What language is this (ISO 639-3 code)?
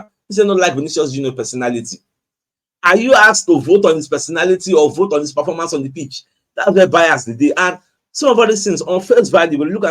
pcm